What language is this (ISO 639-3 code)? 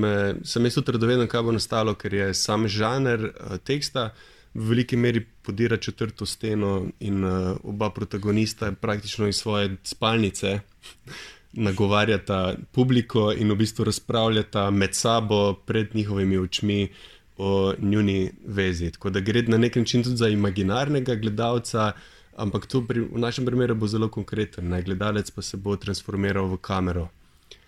slv